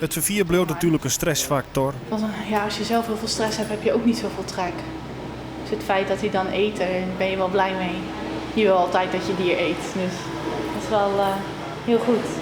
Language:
Western Frisian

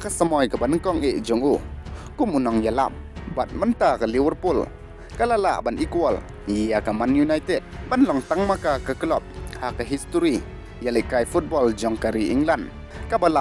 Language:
Khasi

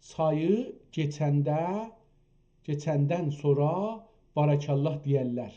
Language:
South Azerbaijani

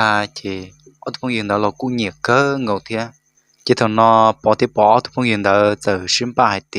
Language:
Hmong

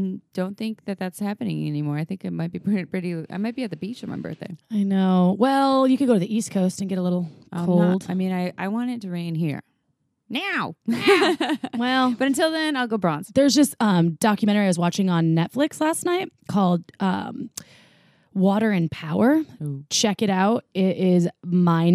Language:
English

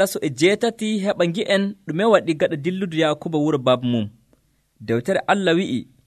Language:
Nigerian Fulfulde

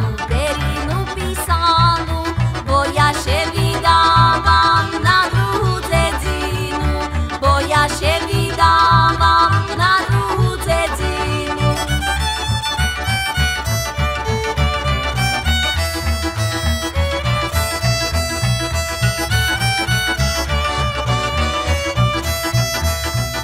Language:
Slovak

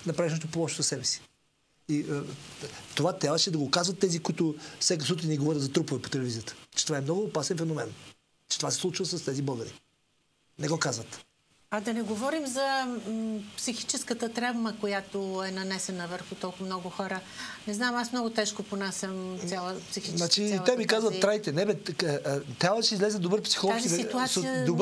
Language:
Bulgarian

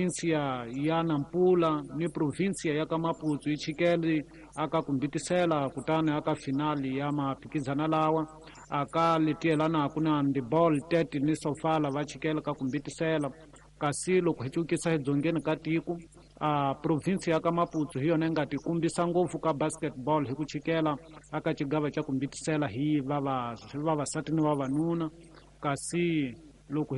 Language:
Tsonga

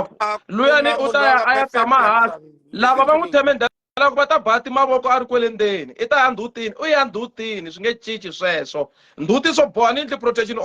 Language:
Tsonga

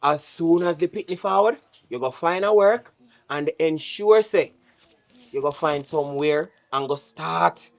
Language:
Jamaican Creole English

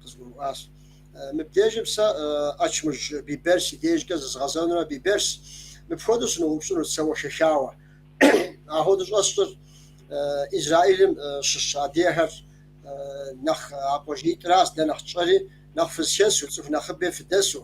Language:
Kabardian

